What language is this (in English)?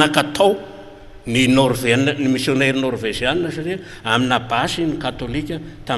Malagasy